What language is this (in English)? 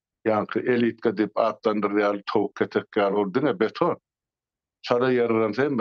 Turkmen